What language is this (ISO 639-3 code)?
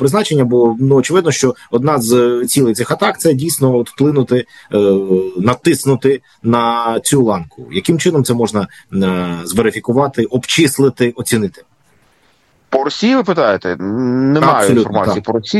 ukr